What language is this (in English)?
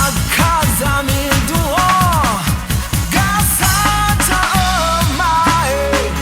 Akha